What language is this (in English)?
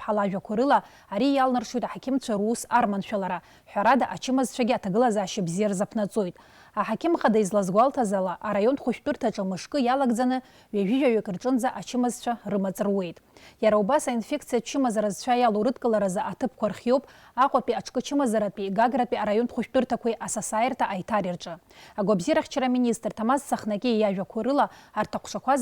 Abkhazian